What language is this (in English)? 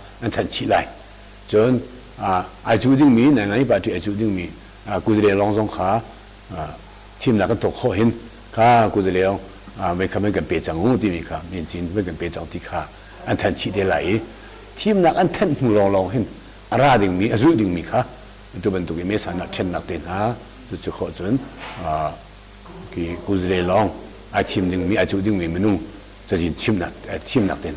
Hakha Chin